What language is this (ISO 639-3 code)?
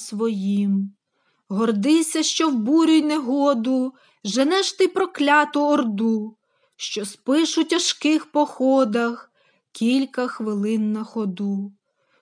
ukr